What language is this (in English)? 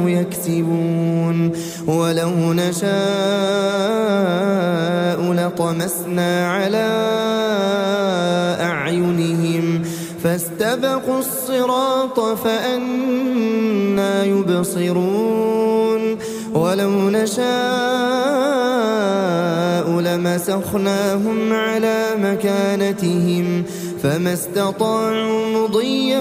Arabic